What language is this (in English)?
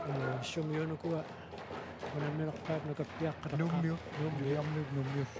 Kalaallisut